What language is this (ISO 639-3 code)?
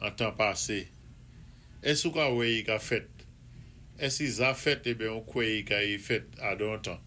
acf